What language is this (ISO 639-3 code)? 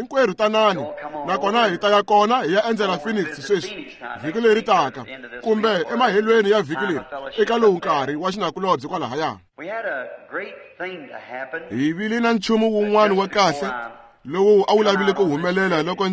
tso